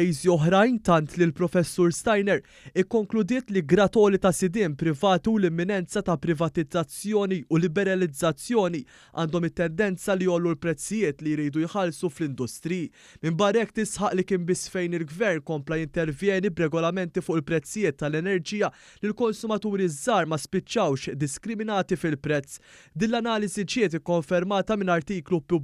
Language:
Maltese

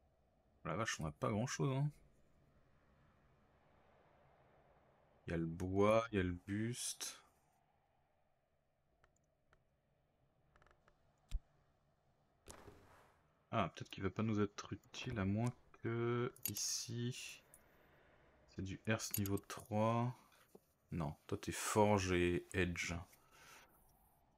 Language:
French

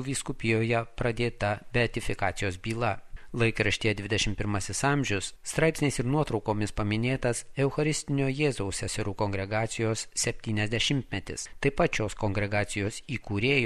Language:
Lithuanian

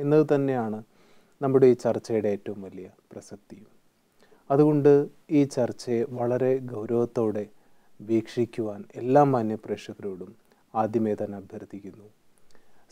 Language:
Malayalam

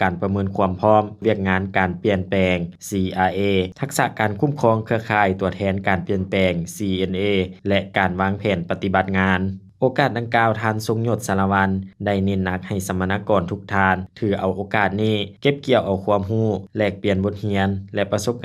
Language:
Lao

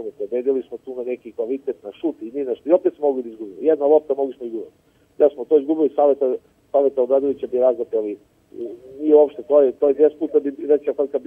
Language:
Serbian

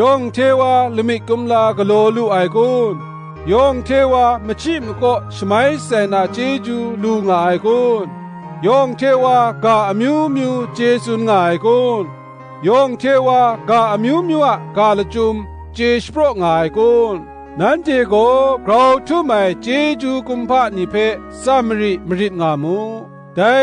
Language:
Kachin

